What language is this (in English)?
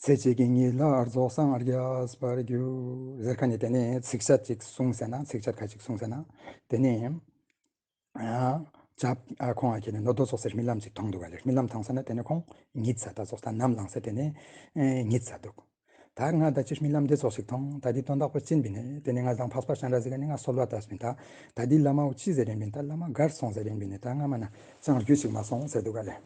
Ladakhi